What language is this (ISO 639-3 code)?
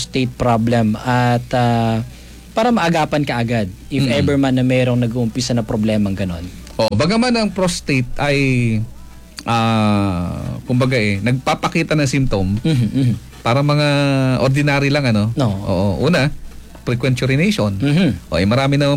fil